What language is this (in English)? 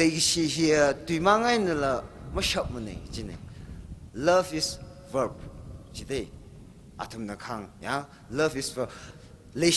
Tangkhul Naga (India)